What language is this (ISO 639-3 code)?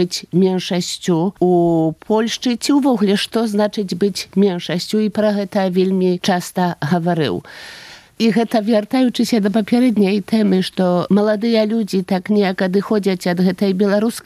pol